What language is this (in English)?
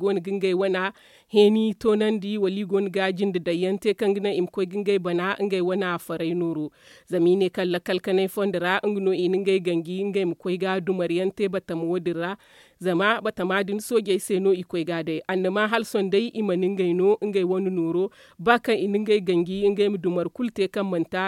Zarma